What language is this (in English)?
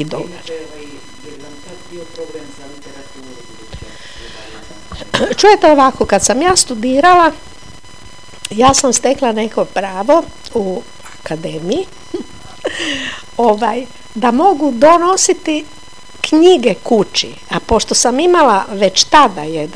Croatian